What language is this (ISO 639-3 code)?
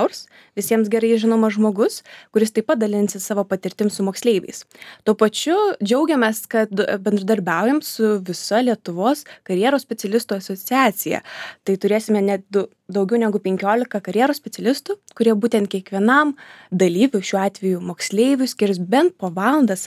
lit